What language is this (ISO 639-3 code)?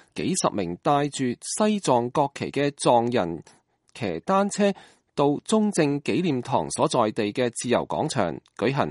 yue